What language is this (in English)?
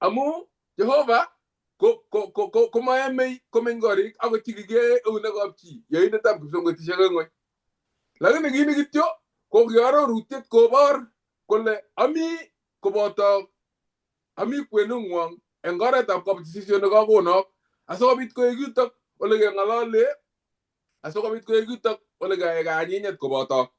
Kalenjin